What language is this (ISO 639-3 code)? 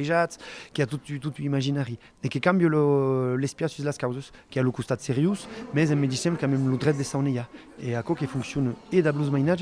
oci